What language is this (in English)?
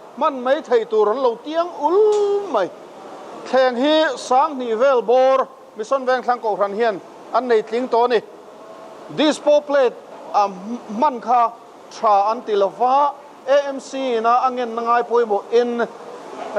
Mizo